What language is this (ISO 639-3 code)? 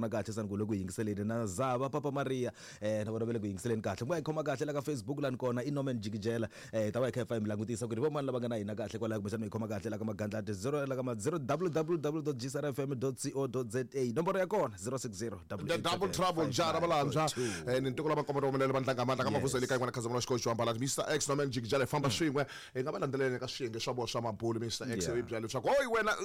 tso